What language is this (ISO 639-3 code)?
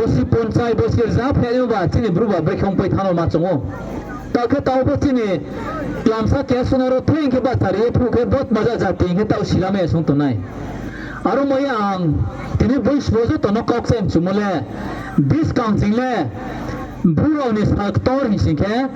ria